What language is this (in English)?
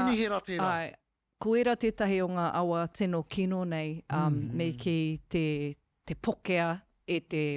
Māori